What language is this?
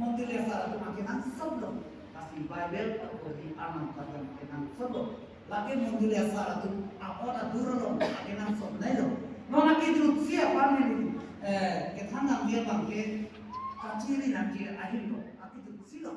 Karbi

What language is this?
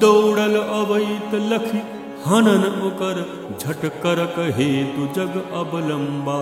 Maithili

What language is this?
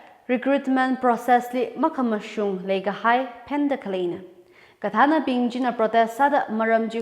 Tangkhul Naga (India)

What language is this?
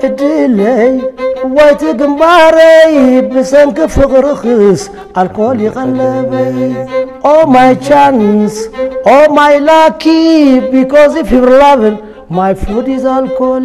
Tigrinya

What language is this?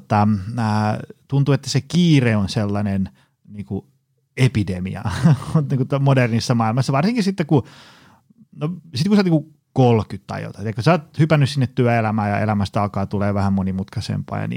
Finnish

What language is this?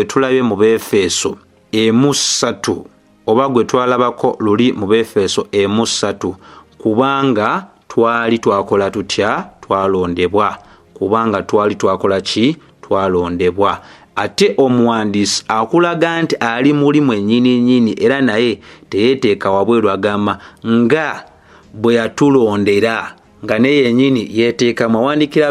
Ganda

